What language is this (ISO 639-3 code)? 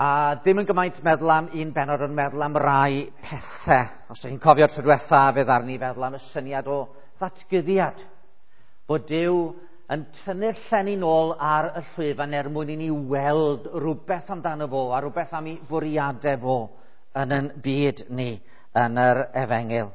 cym